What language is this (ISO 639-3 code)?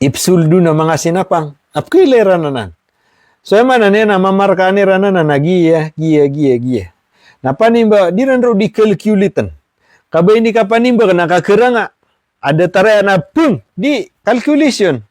mrw